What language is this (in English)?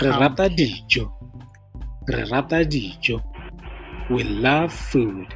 Tswana